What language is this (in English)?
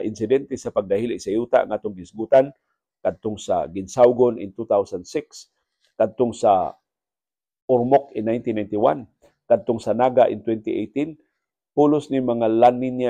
Cebuano